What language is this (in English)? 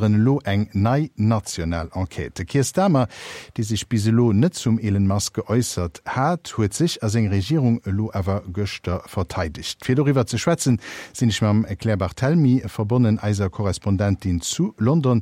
Luxembourgish